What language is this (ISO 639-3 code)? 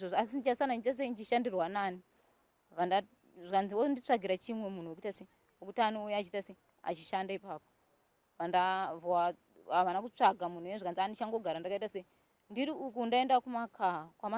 sna